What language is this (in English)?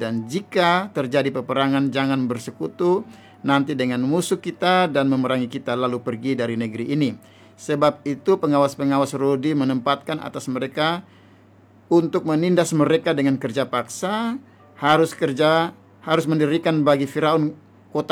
Indonesian